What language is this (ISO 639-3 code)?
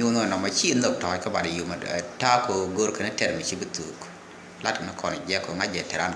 nus